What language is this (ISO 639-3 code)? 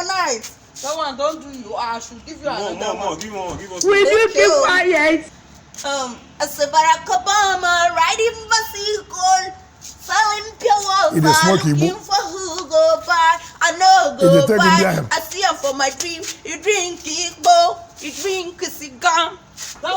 pcm